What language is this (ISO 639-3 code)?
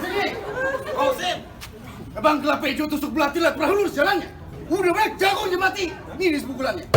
bew